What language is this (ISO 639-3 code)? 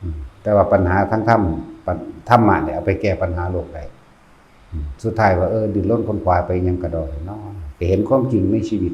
tts